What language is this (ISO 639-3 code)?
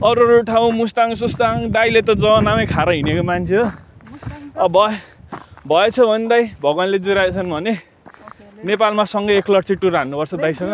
nep